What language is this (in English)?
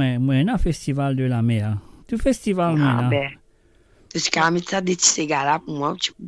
Morisyen